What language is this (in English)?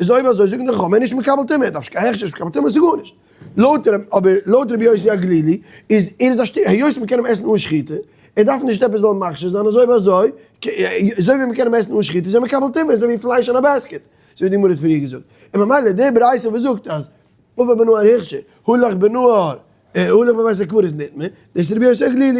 Yiddish